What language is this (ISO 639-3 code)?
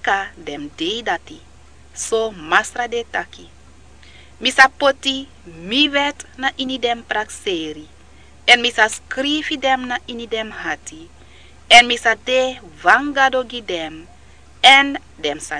srn